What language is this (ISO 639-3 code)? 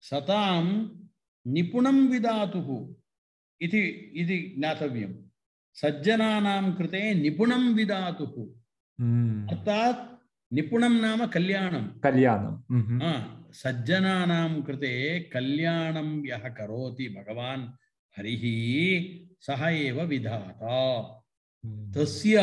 san